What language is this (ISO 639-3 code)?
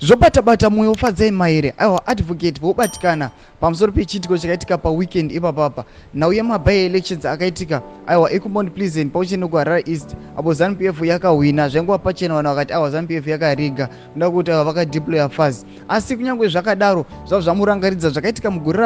sna